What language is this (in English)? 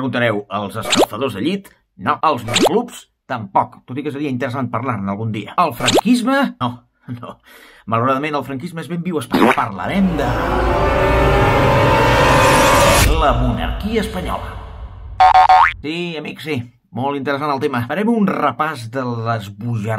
Catalan